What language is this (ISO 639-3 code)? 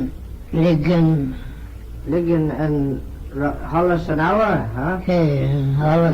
glv